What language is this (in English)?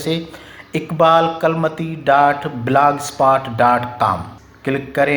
Brahui